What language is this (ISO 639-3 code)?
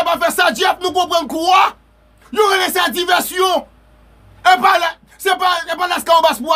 hat